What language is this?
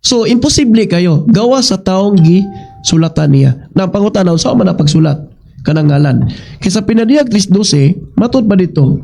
Cebuano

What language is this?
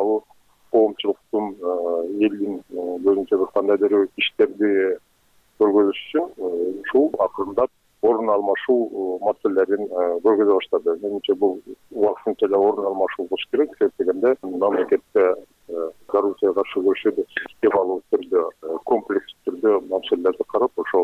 Kyrgyz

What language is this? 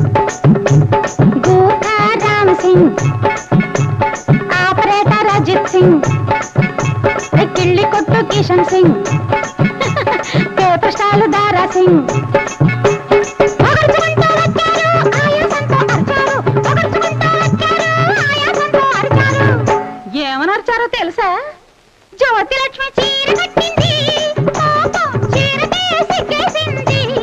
Telugu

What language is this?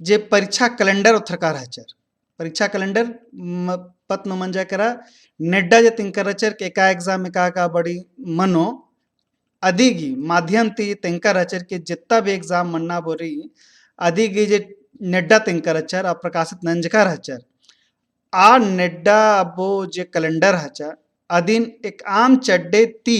Kurukh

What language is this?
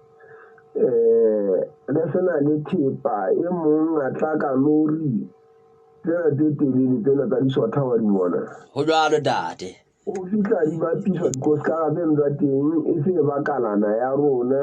Southern Sotho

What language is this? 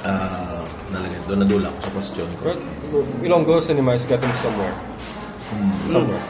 Hiligaynon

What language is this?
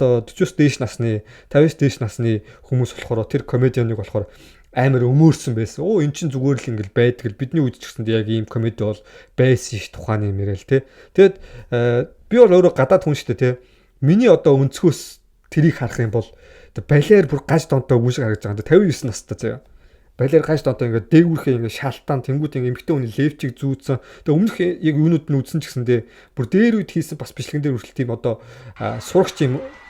Mongolian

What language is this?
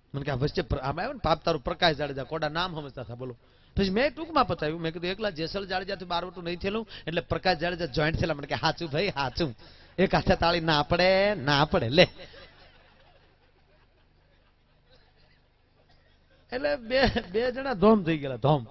Gujarati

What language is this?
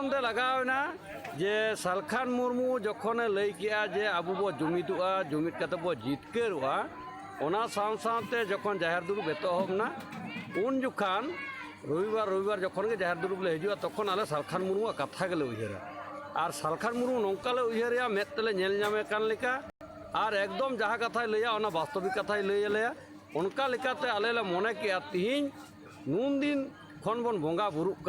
Santali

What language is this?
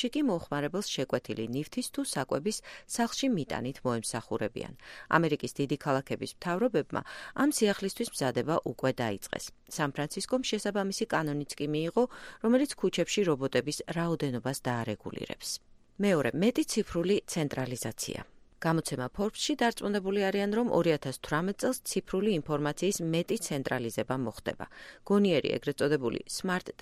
Georgian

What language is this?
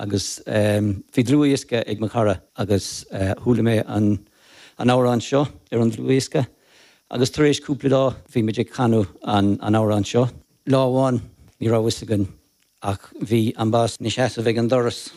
Irish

